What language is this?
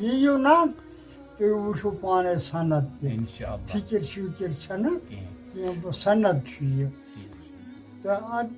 Kashmiri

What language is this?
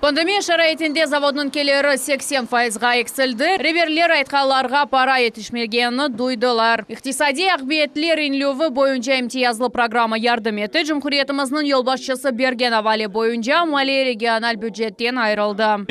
Crimean Tatar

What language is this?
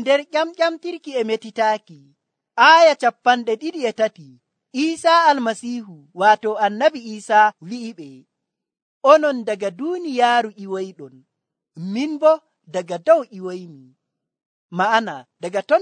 Nigerian Fulfulde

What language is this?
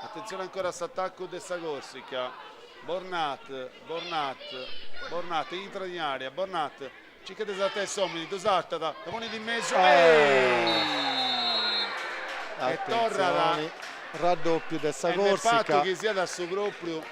Sardinian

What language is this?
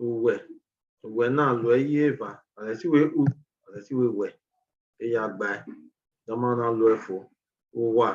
Bini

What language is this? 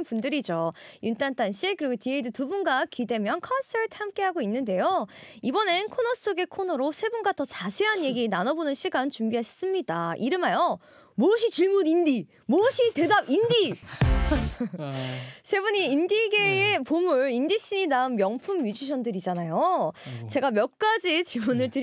Korean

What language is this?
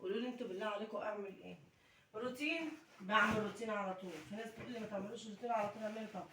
Egyptian Arabic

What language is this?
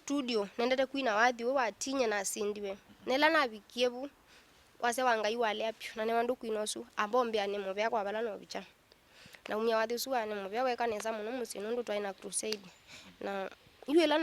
Kamba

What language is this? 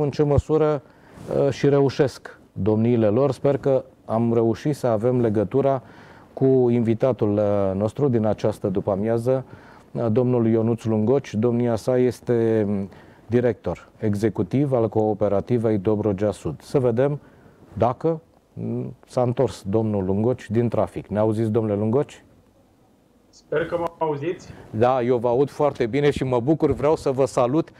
Romanian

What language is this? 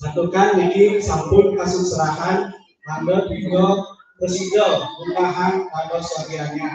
Balinese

